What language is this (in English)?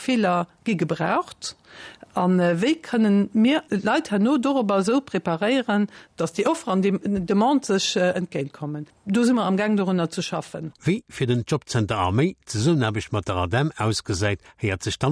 Luxembourgish